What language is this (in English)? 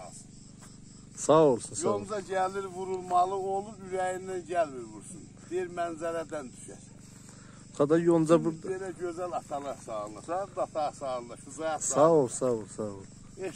South Azerbaijani